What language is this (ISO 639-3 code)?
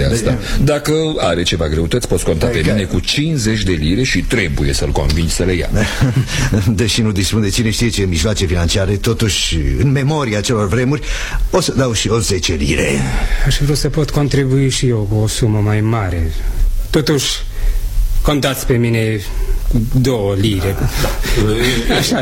ron